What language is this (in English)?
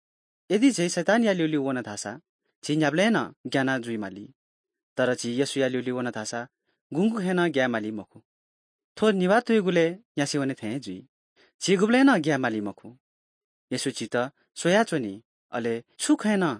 Newari